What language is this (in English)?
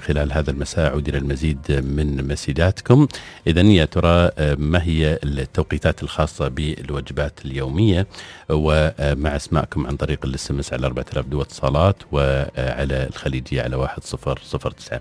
Najdi Arabic